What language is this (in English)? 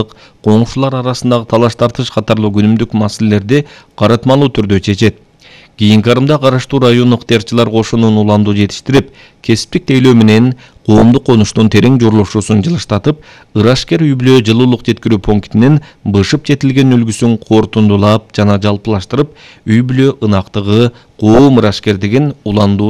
Kyrgyz